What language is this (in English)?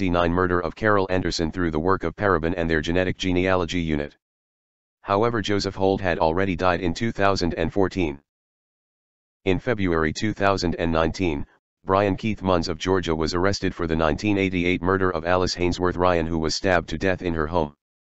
English